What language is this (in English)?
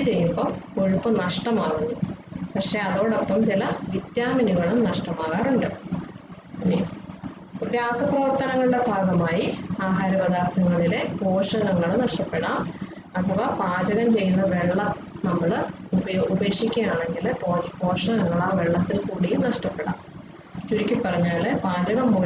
Malayalam